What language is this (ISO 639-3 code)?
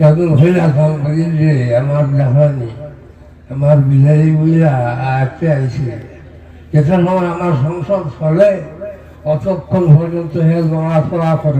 syl